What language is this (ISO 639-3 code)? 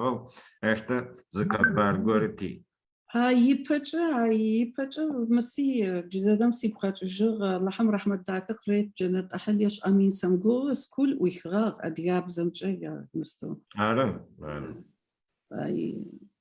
ady